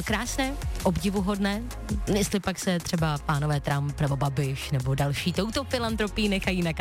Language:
Czech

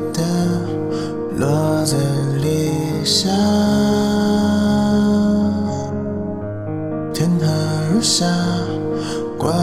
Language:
Chinese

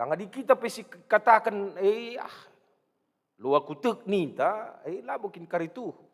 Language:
Batak Karo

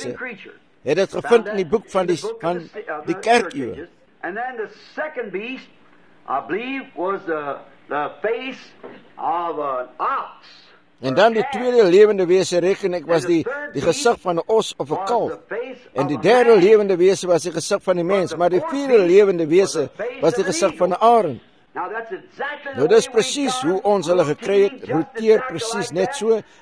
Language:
Afrikaans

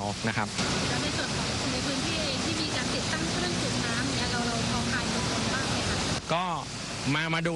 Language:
Thai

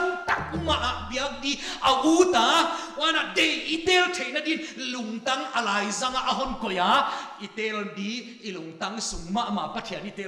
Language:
Paite Chin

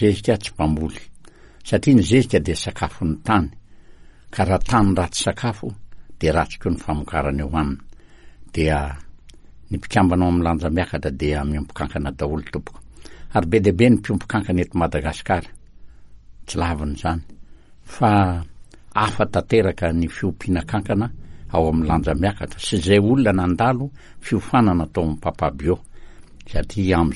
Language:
Malagasy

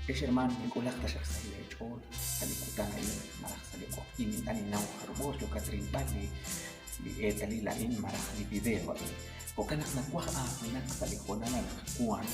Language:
Kekchí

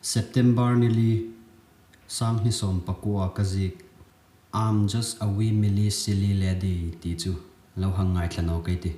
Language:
Hmar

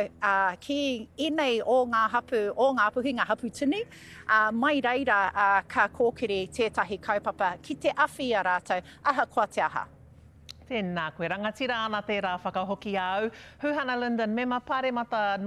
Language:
Māori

